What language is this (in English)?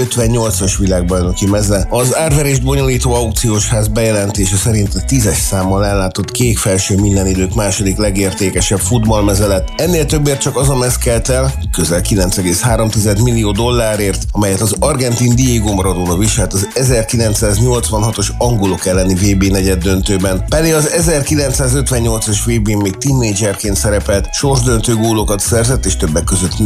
Hungarian